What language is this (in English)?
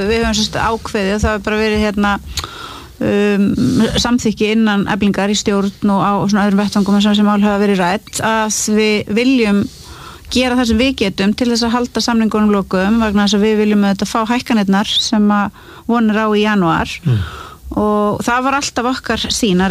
Icelandic